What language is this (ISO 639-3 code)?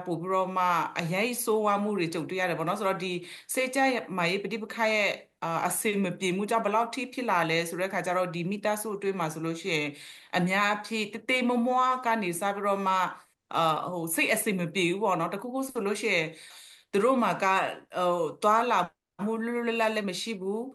mya